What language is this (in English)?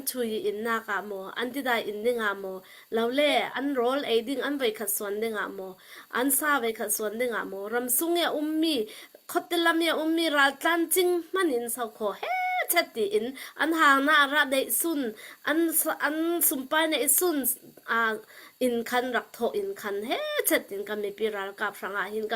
Hakha Chin